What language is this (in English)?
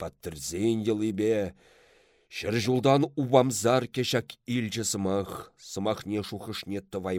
Chuvash